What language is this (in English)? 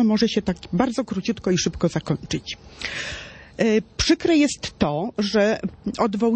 Polish